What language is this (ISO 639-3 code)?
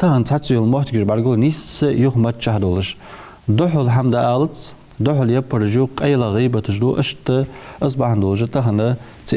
inh